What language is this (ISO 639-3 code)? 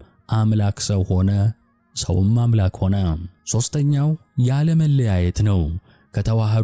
amh